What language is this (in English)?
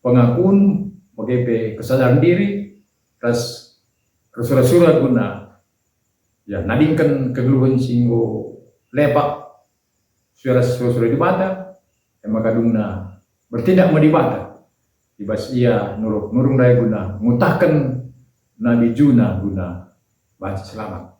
Batak Karo